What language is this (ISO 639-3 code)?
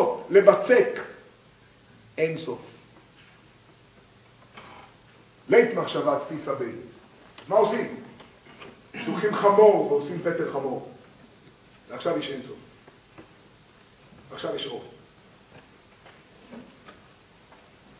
heb